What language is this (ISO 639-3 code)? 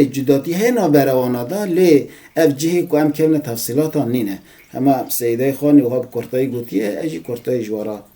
kur